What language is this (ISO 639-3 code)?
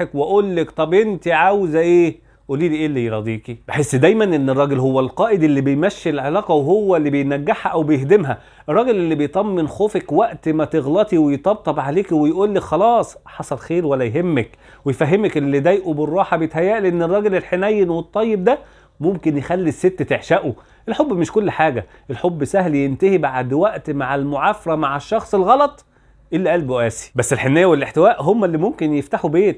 arz